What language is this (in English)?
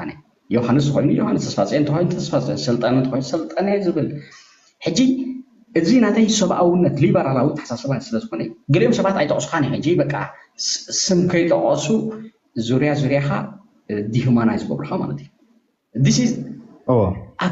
Tigrinya